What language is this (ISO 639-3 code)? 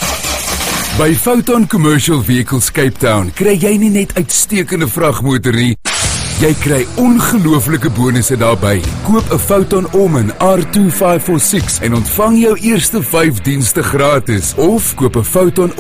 afr